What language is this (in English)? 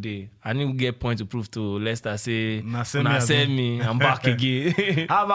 Nigerian Pidgin